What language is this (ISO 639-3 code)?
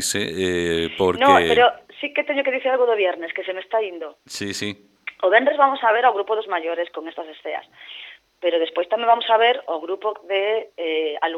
glg